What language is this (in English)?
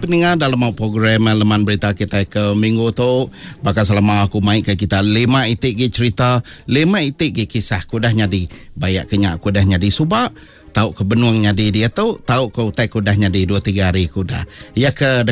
Iban